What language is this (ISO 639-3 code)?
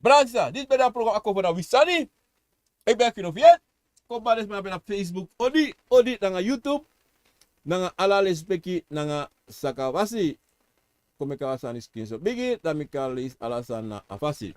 srn